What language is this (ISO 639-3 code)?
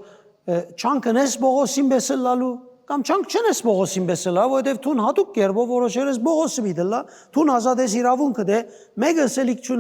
hyw